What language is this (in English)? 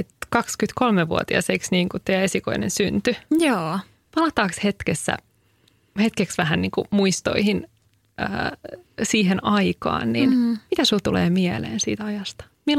Finnish